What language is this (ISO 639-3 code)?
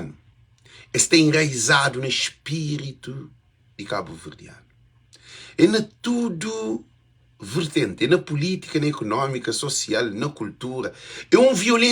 kea